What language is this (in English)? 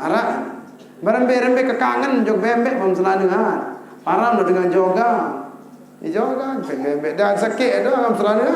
Sasak